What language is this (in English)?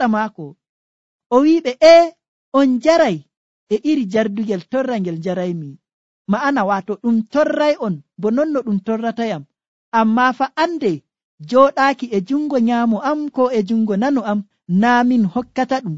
Nigerian Fulfulde